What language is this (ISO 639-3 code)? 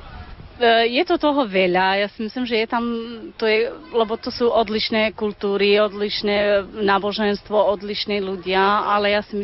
slk